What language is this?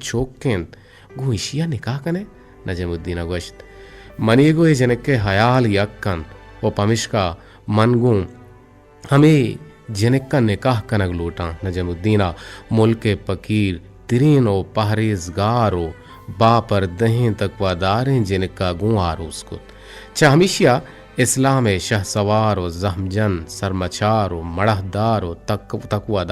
Eastern Balochi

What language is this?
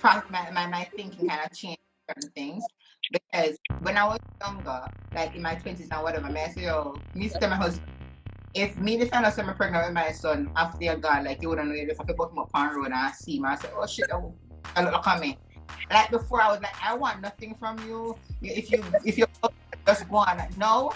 Jamaican Creole English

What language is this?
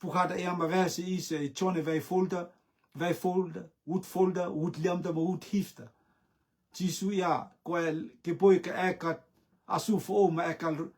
Rotuman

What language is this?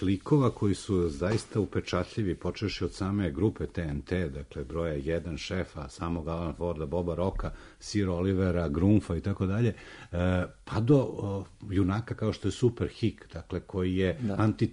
Serbian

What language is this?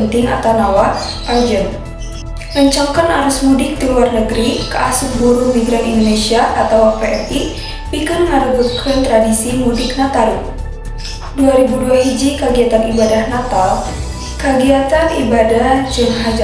Sundanese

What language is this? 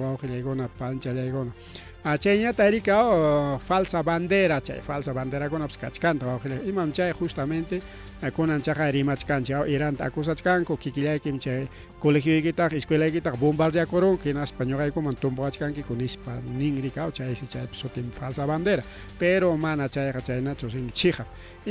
Ayacucho Quechua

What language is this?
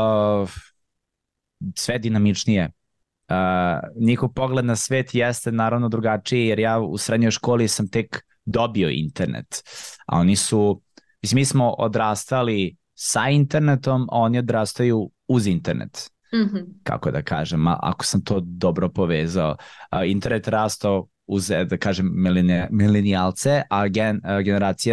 Serbian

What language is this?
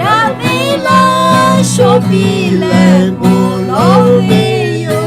Lahu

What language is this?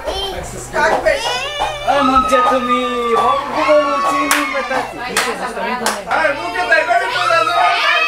Bulgarian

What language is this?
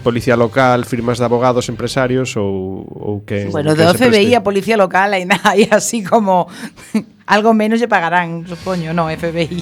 Galician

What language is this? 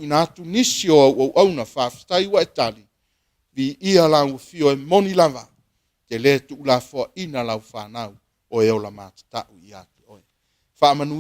Samoan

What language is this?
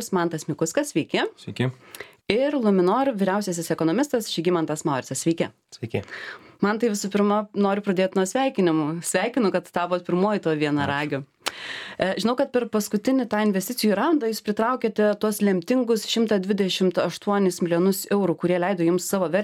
Lithuanian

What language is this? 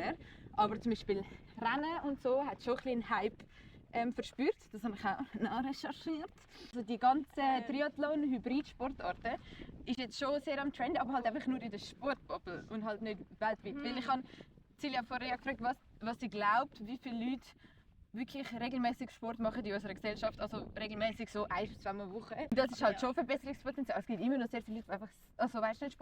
Swiss German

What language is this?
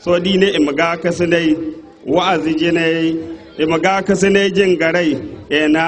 Zarma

